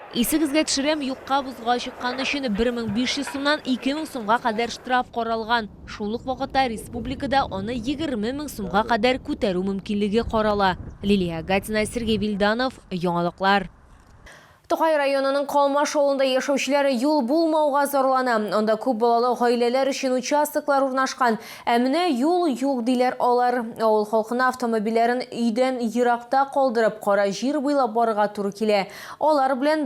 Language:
Tatar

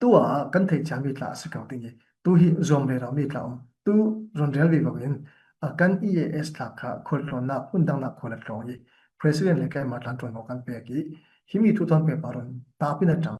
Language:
Falam Chin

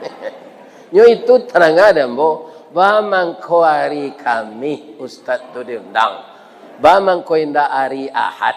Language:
Minangkabau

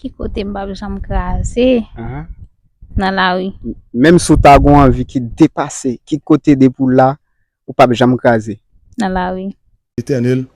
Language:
Haitian Creole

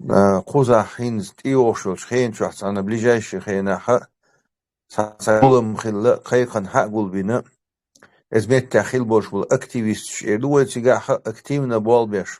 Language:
Chechen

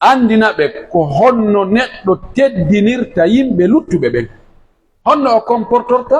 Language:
Pular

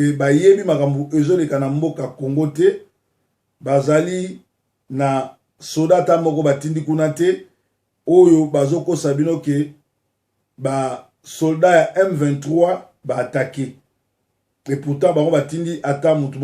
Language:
Lingala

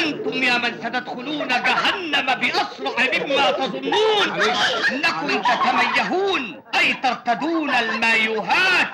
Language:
Egyptian Arabic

